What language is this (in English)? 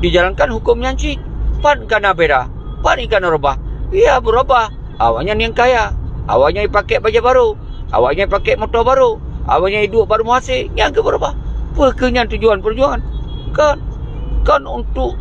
Achinese